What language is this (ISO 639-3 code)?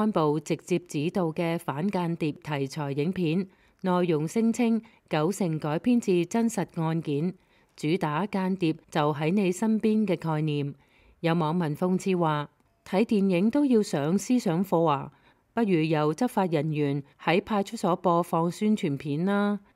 yue